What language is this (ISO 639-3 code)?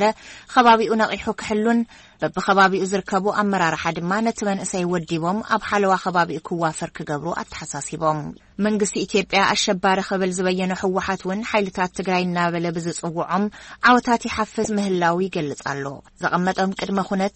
tir